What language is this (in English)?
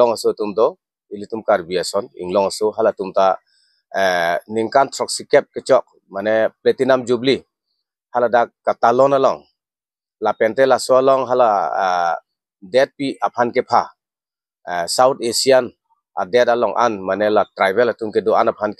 Karbi